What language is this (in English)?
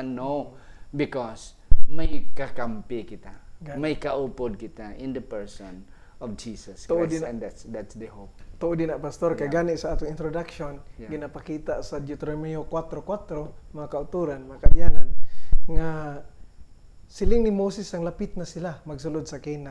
Hiligaynon